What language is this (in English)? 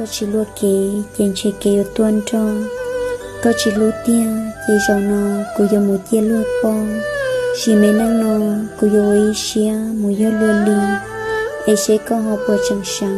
Hmong